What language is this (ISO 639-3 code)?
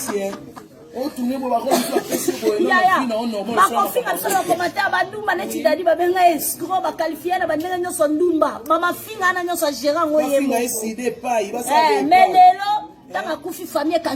lin